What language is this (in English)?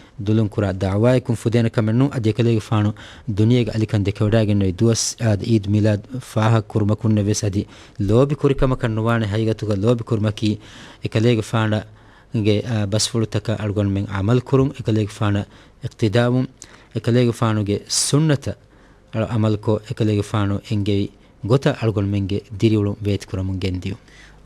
Divehi